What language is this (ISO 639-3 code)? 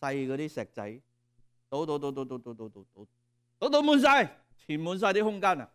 yue